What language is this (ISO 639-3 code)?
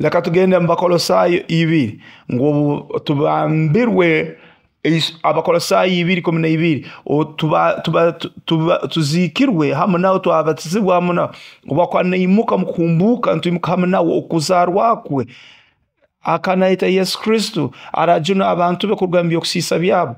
nyo